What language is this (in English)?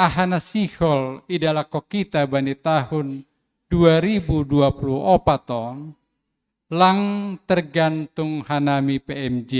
Batak Simalungun